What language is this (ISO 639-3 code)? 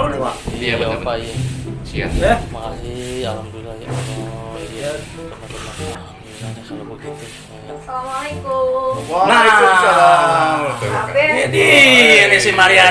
bew